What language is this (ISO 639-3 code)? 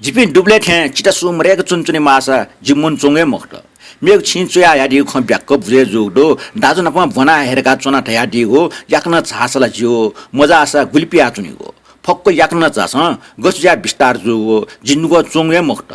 new